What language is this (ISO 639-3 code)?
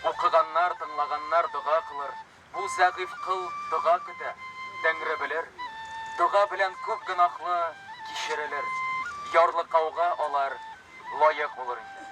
tat